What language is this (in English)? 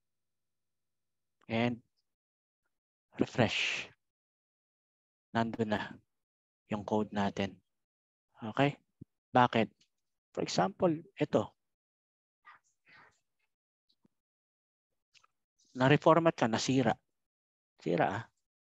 Filipino